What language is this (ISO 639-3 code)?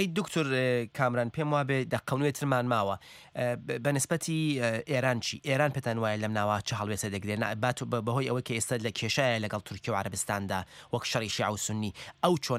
ckb